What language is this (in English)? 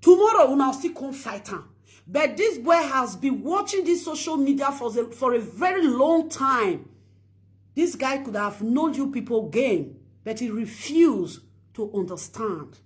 Nigerian Pidgin